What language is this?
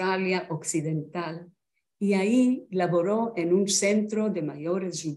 Ladino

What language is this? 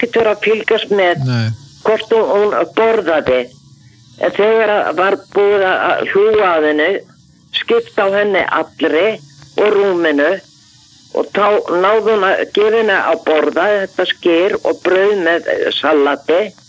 Icelandic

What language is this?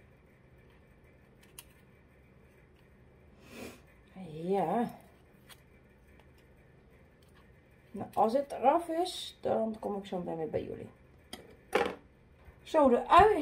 Dutch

